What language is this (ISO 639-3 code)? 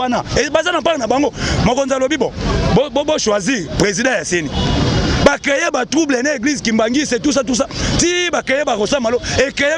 lin